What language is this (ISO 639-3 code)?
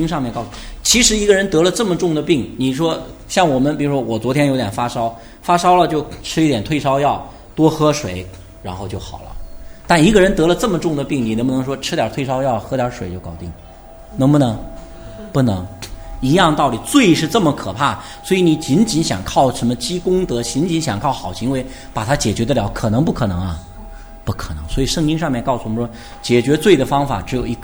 zho